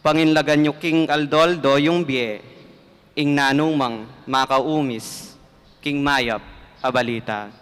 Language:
Pampanga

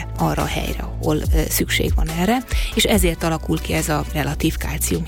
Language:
Hungarian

